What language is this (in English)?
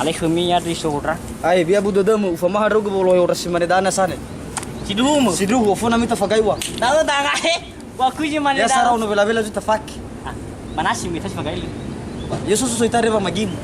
Nias